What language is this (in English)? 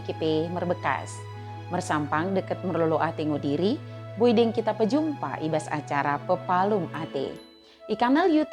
Batak Dairi